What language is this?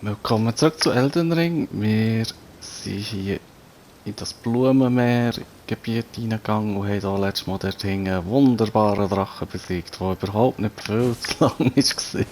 Swiss German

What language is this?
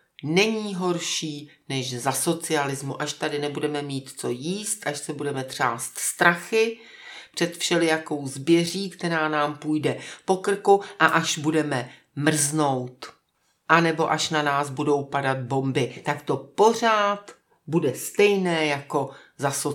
Czech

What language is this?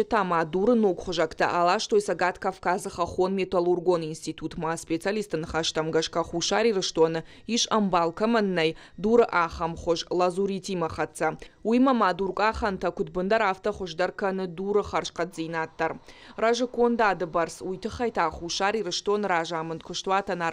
Ossetic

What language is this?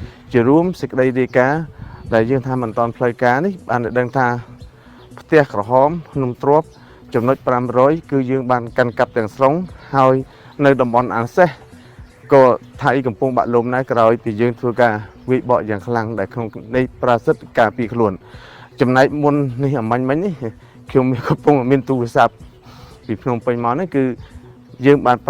Khmer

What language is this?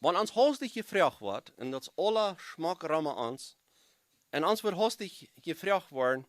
Plautdietsch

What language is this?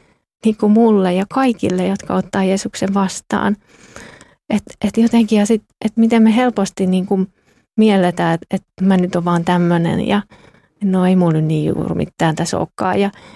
Finnish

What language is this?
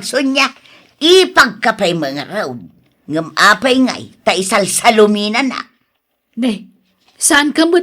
Iloko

